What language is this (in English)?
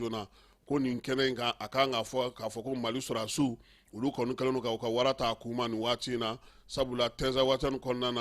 Bambara